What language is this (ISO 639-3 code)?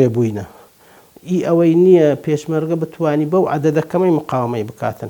ckb